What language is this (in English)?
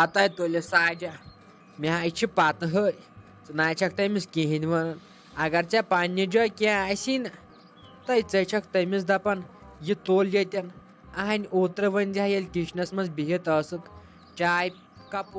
Kashmiri